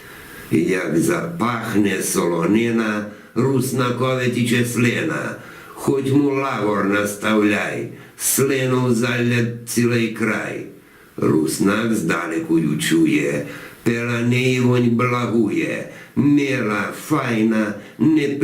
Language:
Rusyn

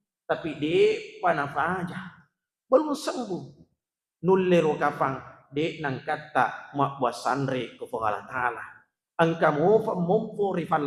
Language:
Buginese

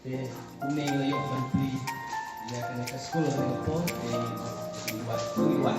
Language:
Khasi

